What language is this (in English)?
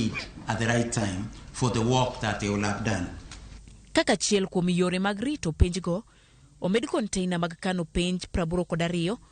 Luo (Kenya and Tanzania)